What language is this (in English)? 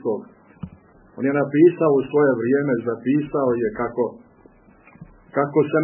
Serbian